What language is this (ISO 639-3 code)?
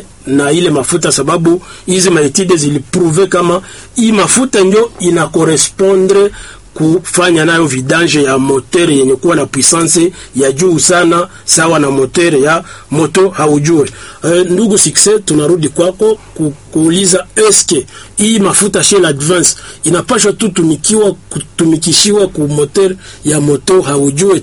swa